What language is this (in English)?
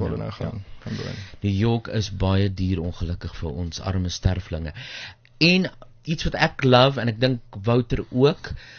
Afrikaans